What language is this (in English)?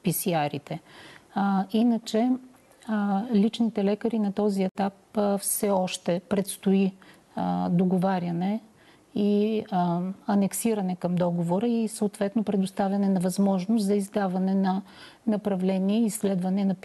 Bulgarian